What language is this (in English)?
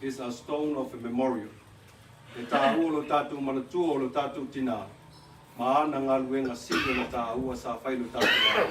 Samoan